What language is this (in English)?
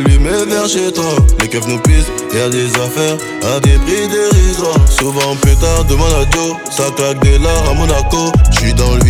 French